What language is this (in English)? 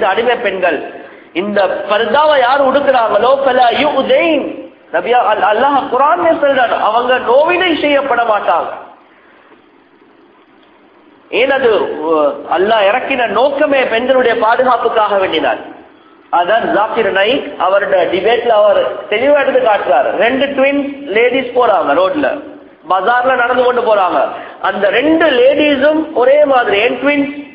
Tamil